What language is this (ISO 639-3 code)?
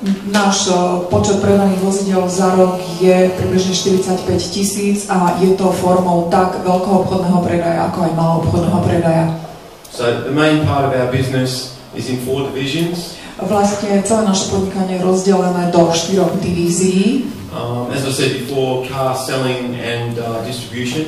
slk